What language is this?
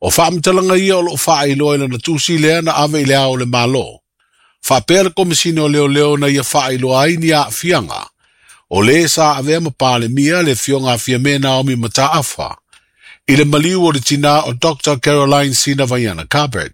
Samoan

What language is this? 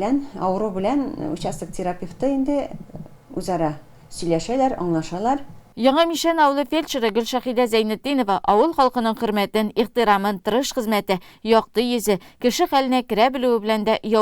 Tatar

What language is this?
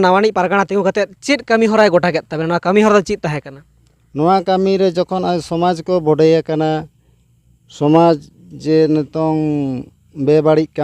Santali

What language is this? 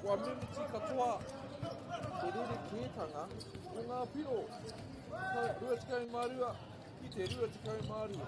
Māori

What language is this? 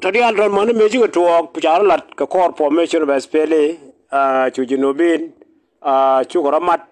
Nuer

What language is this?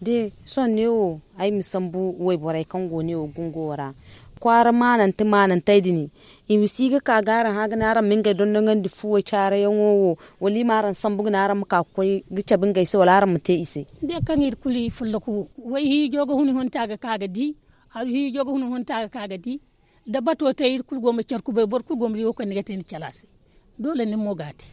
Zarma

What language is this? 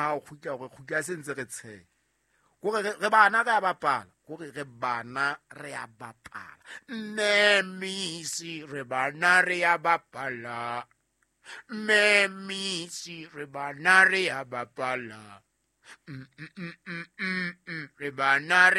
Southern Sotho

